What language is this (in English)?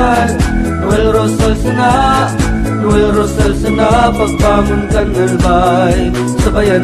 Bikol